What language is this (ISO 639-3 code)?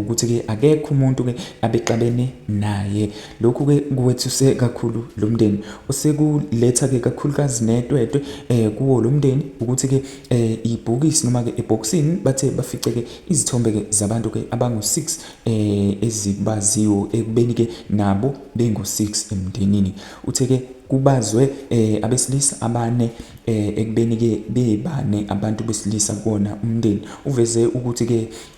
zul